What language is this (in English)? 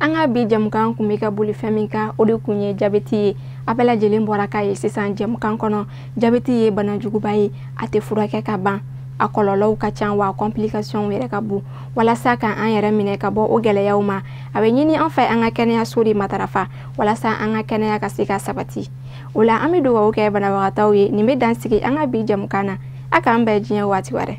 Bambara